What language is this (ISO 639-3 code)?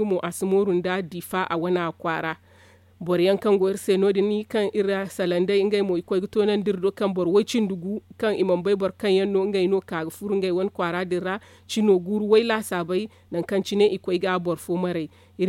dje